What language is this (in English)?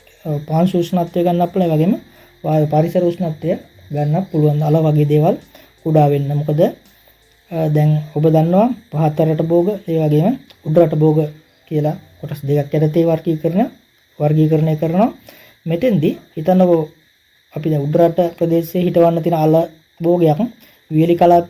Sinhala